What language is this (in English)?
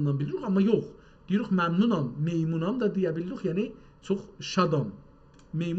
South Azerbaijani